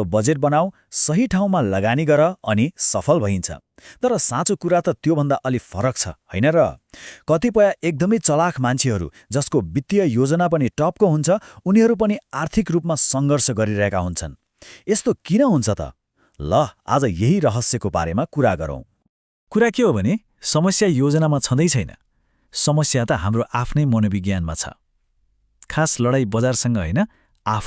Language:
Nepali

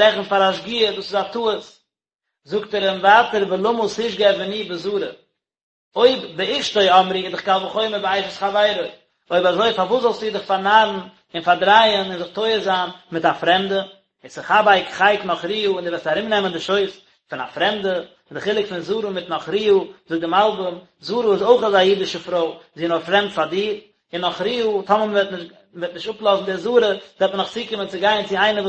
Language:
Yiddish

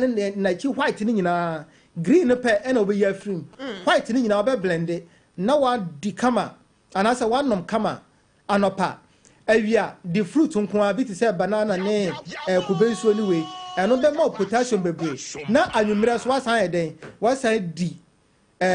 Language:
Akan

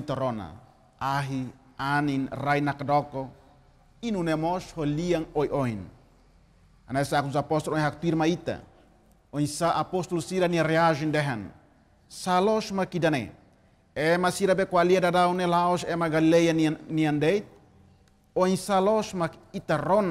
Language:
Tetum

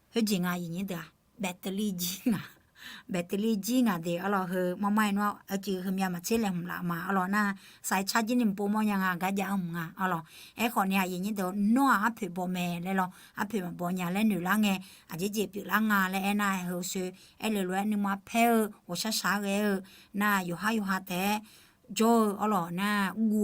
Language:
Akha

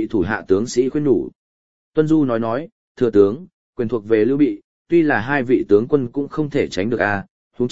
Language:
Vietnamese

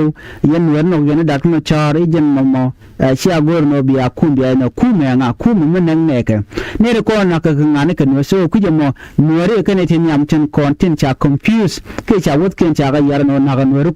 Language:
Nuer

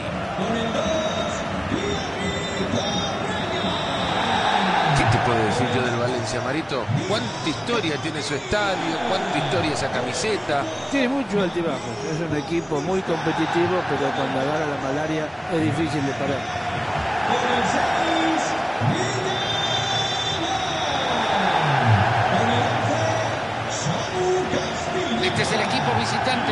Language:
Spanish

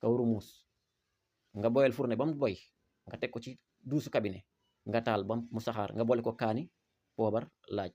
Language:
Wolof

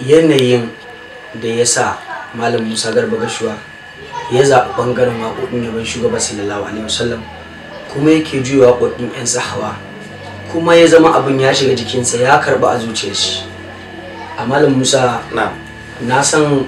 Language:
Hausa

